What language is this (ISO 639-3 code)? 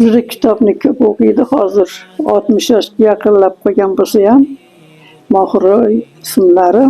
uzb